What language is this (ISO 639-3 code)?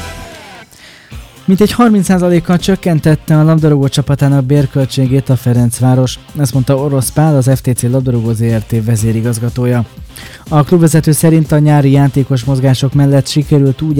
hun